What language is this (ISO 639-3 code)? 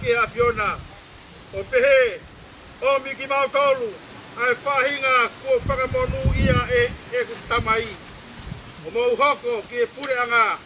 ton